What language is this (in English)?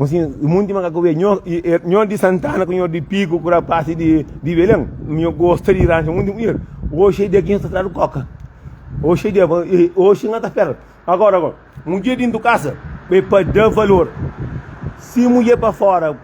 Kabuverdianu